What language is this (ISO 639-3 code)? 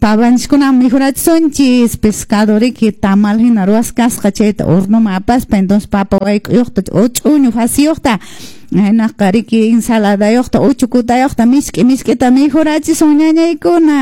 que